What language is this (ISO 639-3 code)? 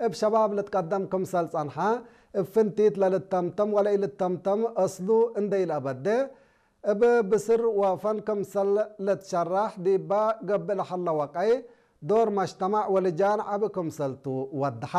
tig